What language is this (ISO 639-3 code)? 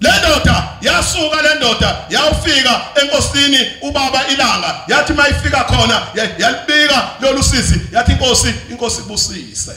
zul